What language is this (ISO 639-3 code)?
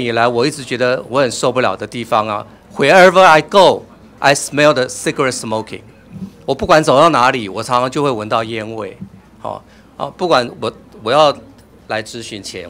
zho